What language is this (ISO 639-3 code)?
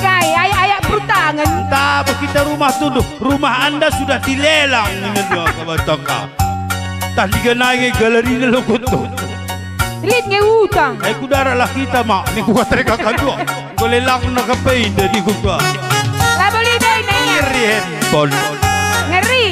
btx